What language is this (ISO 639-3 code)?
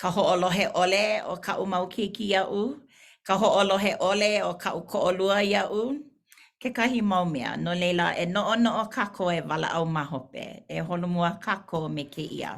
haw